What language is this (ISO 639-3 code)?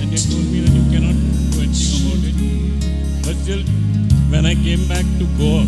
kok